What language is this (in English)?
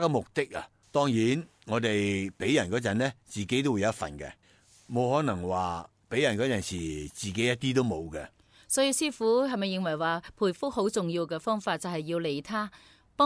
Cantonese